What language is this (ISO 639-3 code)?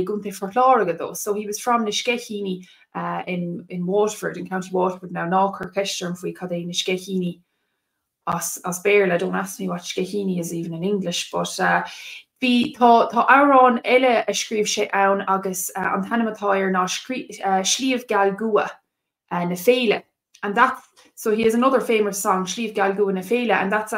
gle